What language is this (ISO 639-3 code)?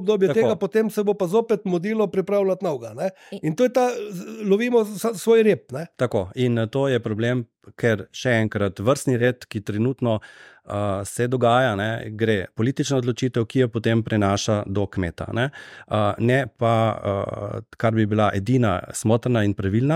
slv